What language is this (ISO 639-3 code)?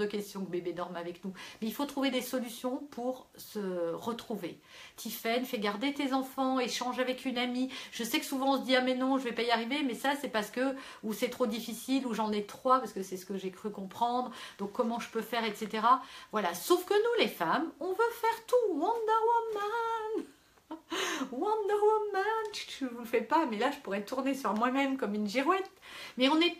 fra